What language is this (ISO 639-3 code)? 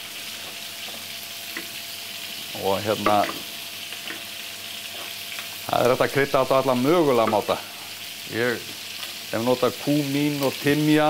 isl